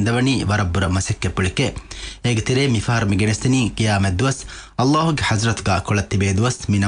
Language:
Divehi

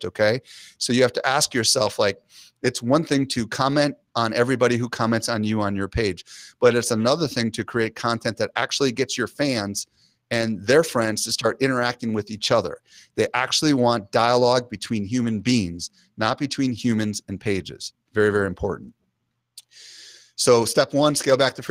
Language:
English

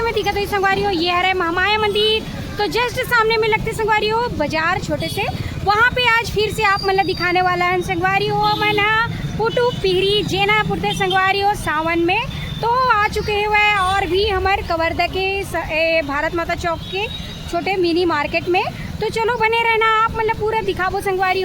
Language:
Chhattisgarhi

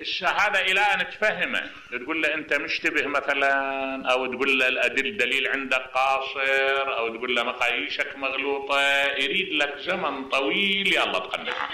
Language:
Mesopotamian Arabic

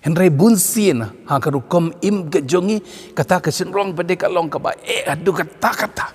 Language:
Khasi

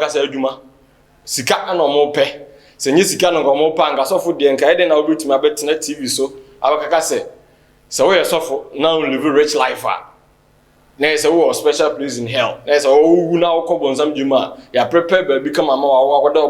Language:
Akan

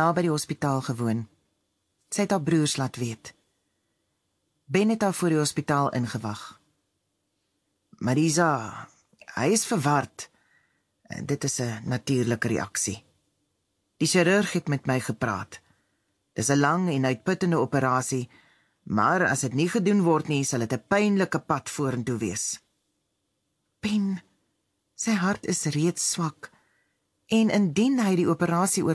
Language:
Afrikaans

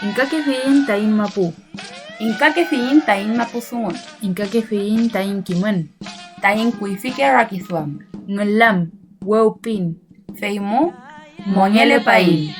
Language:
Mapuche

